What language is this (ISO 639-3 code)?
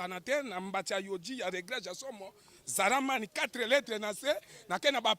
lin